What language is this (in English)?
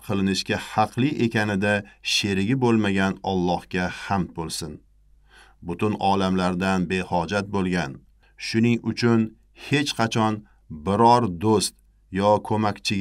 Uzbek